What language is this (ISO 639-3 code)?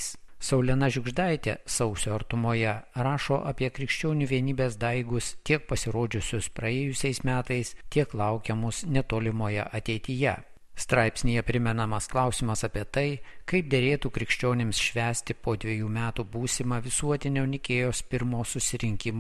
lit